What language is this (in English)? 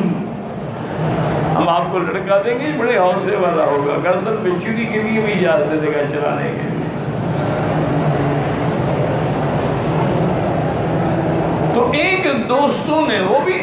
Urdu